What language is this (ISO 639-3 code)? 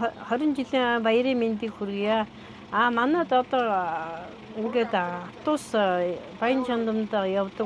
mon